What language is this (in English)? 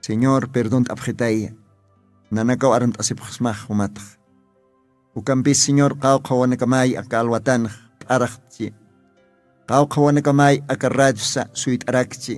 Aymara